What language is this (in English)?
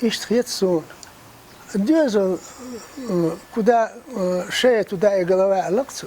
Chechen